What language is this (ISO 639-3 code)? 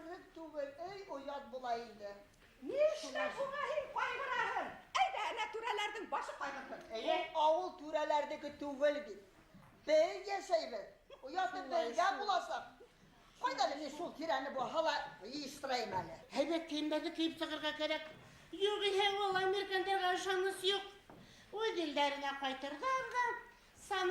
bak